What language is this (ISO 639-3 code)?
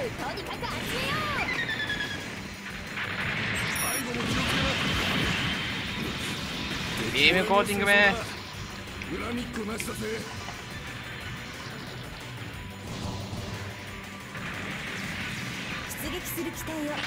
jpn